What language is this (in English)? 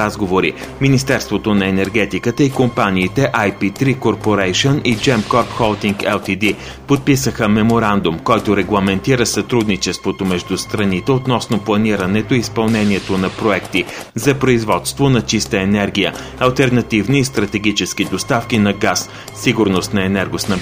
Bulgarian